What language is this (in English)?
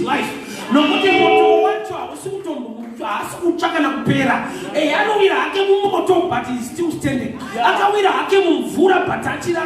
Shona